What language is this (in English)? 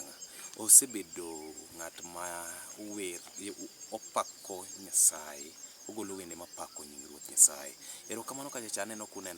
Luo (Kenya and Tanzania)